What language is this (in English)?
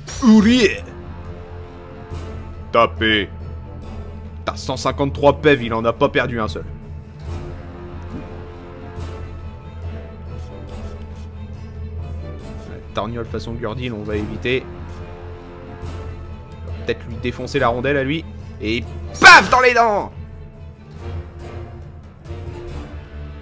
French